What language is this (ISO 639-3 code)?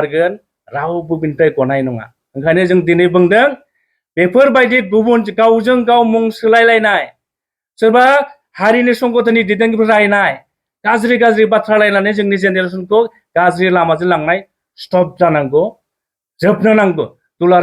brx